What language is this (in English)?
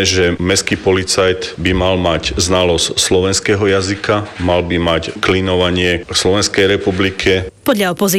Slovak